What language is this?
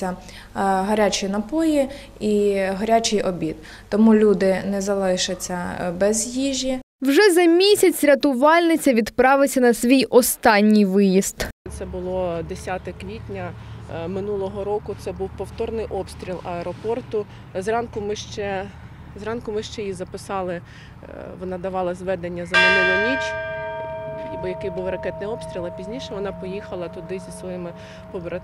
Ukrainian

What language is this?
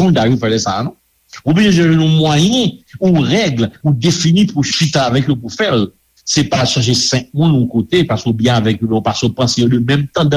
Haitian Creole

